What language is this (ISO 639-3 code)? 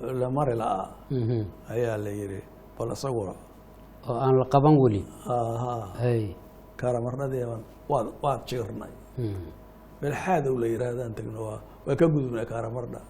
som